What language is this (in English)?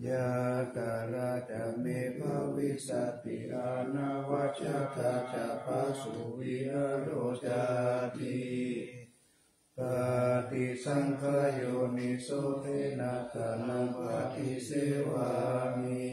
Pali